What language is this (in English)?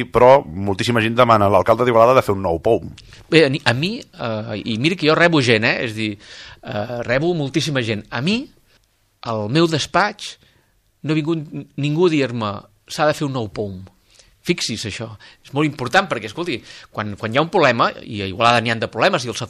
Catalan